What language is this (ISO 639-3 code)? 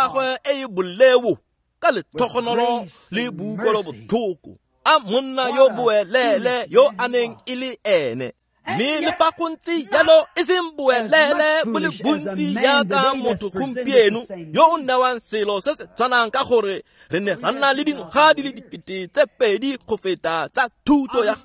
tsn